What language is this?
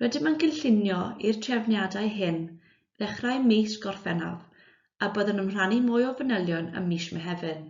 Welsh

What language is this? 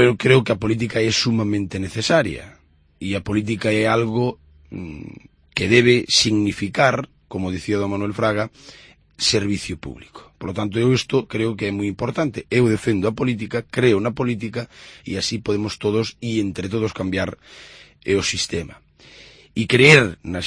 Galician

